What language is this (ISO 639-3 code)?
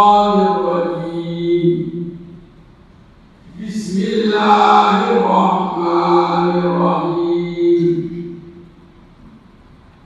urd